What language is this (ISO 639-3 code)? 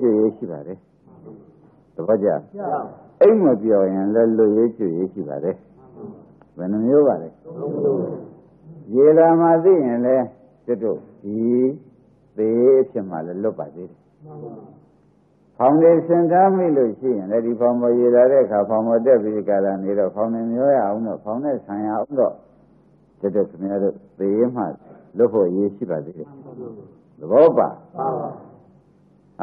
mya